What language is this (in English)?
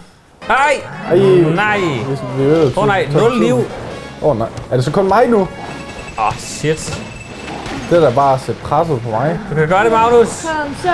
Danish